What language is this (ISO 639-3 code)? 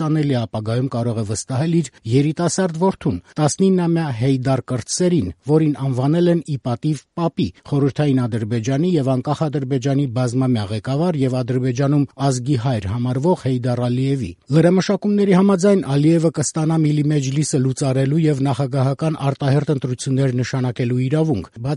hye